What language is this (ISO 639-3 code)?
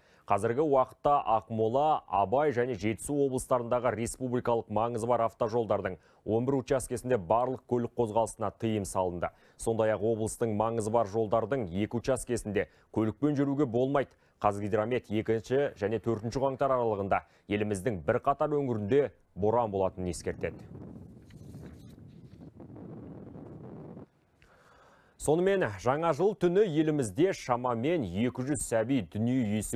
kaz